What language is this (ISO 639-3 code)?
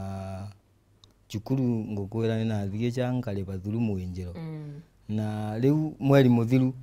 mer